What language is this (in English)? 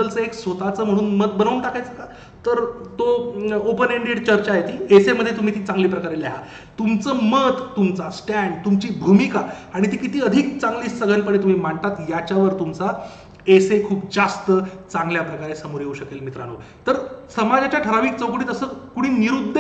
Marathi